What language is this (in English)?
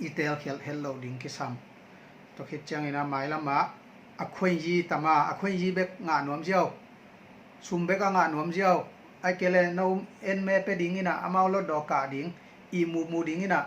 Tedim Chin